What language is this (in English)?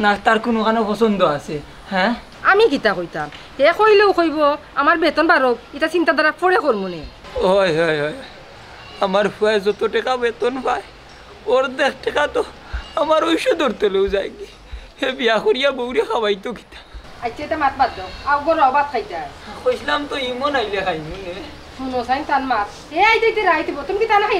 Sylheti